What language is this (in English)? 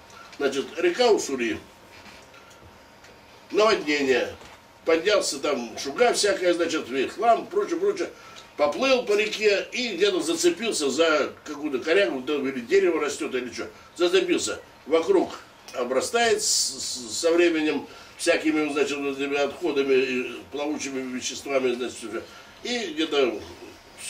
Russian